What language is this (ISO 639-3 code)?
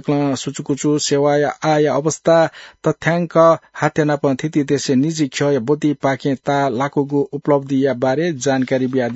new